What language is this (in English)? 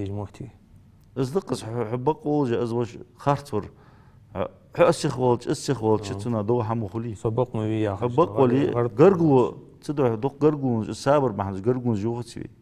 Ingush